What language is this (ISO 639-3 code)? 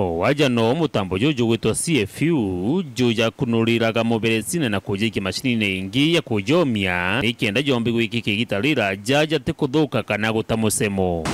mer